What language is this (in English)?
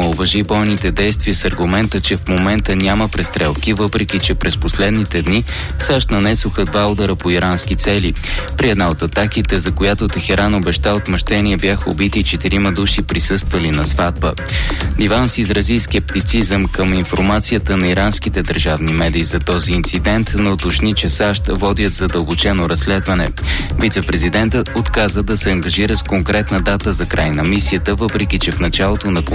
Bulgarian